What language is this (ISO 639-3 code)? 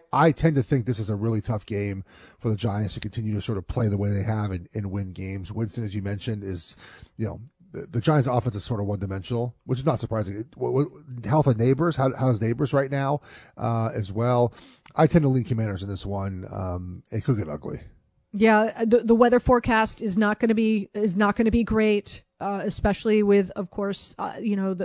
eng